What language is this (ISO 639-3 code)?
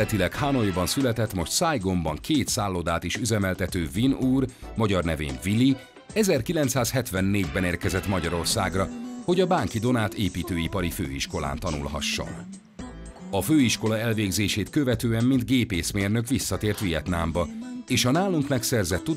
hun